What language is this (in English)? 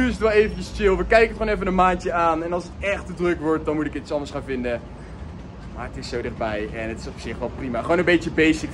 Dutch